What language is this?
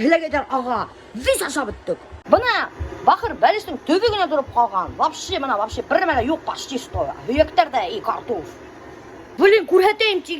Bashkir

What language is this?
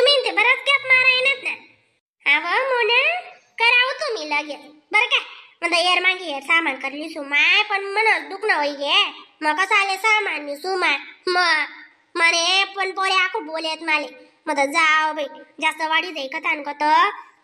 Khandesi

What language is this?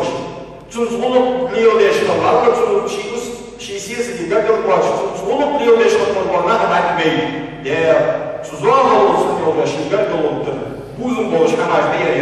Ingush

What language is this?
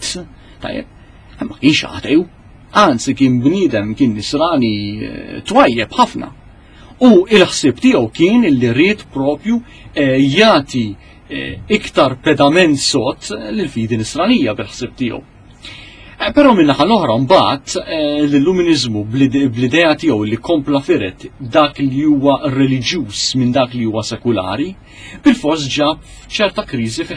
Maltese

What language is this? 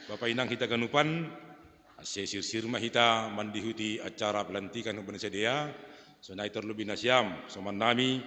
Batak Simalungun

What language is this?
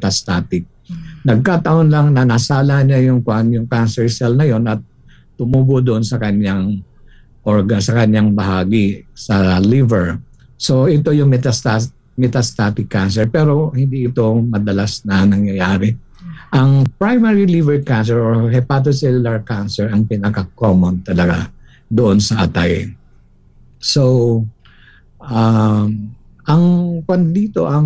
Filipino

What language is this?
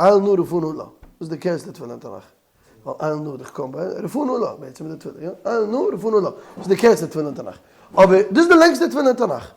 Yiddish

